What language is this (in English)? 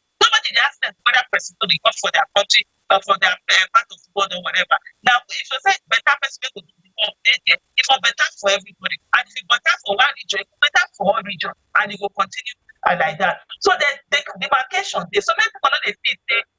Nigerian Pidgin